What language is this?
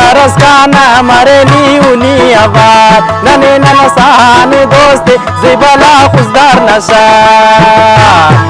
Brahui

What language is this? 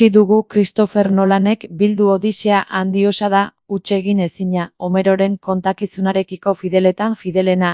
Basque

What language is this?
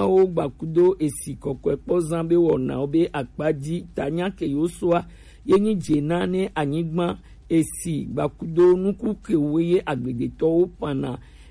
Gen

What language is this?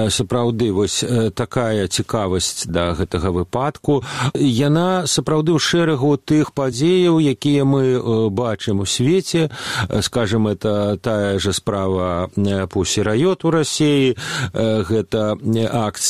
Belarusian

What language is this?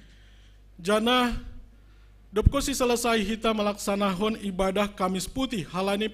Batak Simalungun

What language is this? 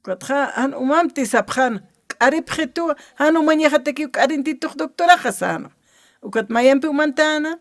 Aymara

